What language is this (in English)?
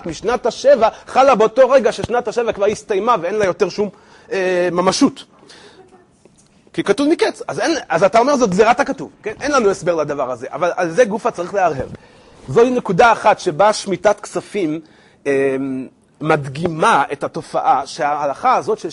Hebrew